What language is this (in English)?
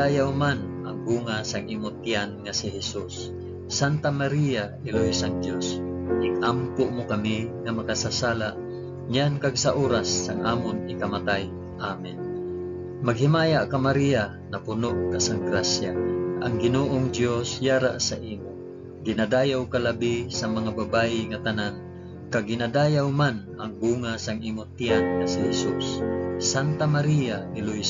Hiligaynon